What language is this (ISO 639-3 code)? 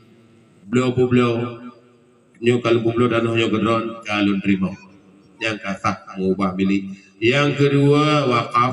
ace